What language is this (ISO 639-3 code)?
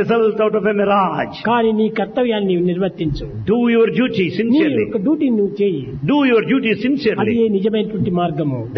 tel